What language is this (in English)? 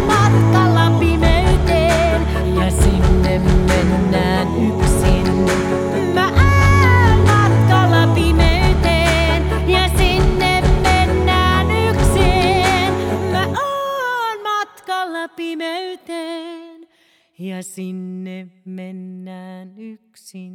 Finnish